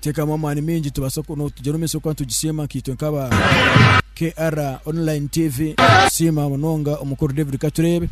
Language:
Nyankole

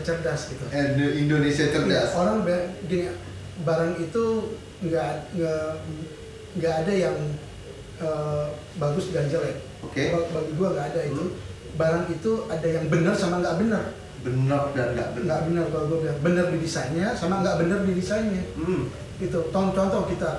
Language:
Indonesian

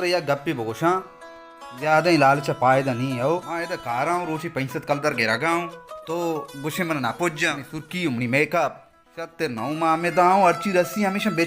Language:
Baluchi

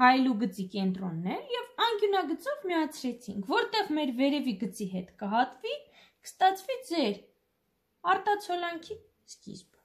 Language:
Armenian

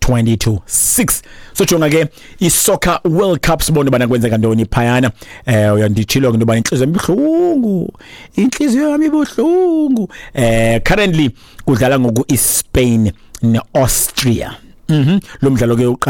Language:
Xhosa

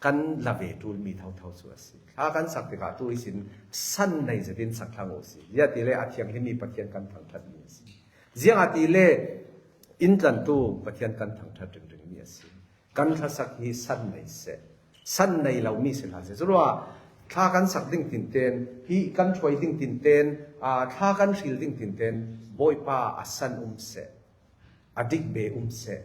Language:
Falam Chin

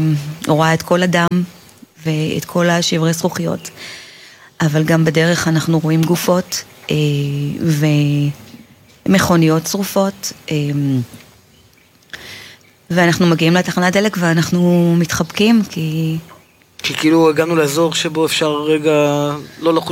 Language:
Hebrew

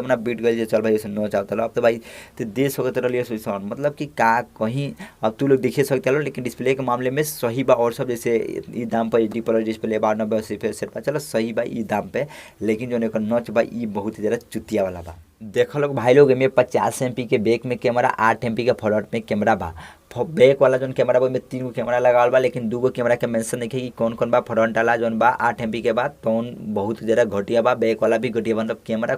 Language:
Bhojpuri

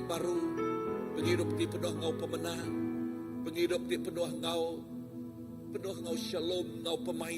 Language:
Iban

